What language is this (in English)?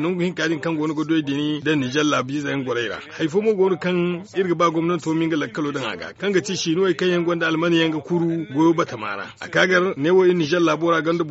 Zarma